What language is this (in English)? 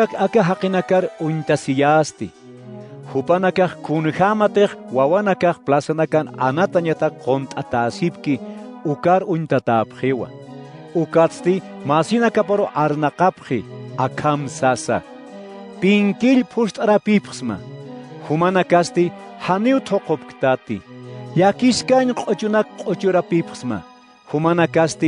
Aymara